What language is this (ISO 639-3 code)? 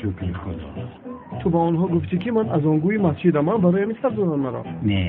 tgk